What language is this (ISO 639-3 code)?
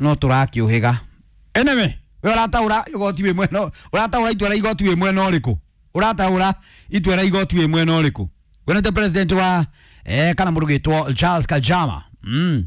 kik